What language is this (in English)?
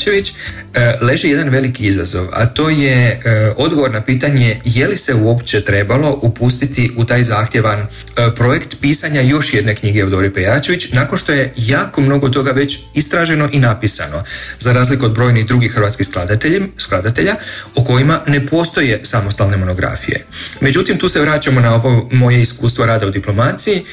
Croatian